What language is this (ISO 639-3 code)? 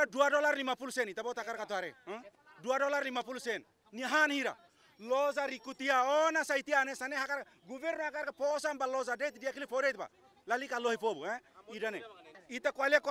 tet